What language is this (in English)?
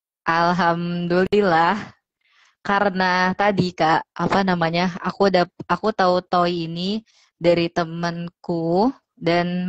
Indonesian